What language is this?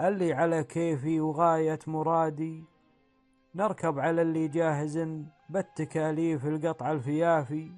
Gulf Arabic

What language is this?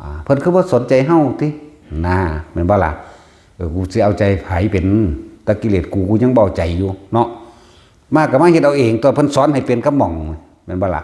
Northeastern Thai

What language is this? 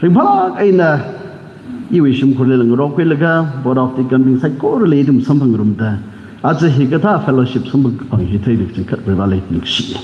Tangkhul Naga (India)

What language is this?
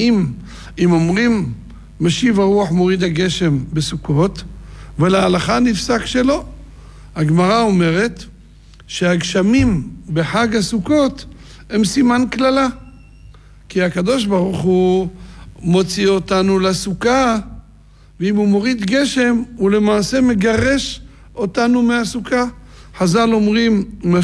Hebrew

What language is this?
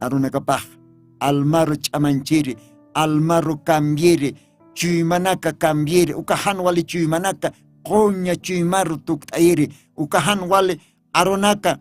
Aymara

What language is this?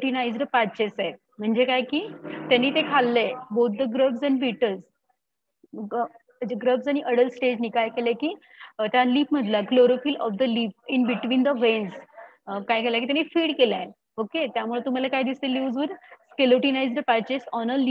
Marathi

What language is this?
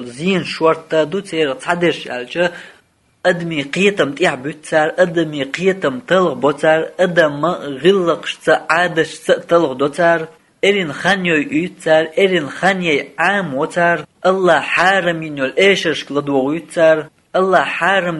Chechen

